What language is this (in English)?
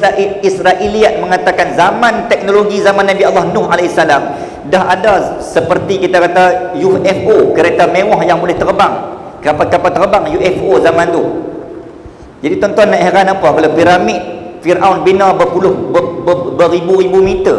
Malay